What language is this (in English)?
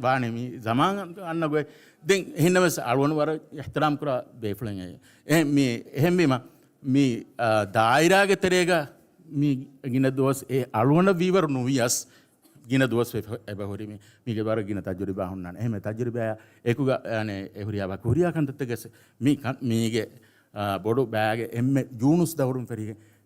Divehi